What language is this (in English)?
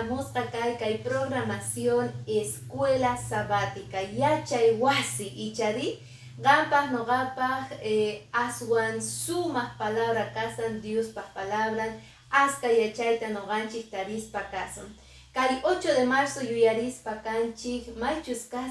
Quechua